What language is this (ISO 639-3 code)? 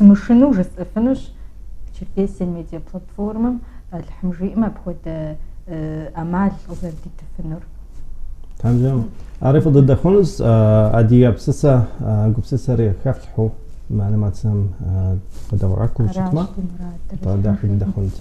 kbd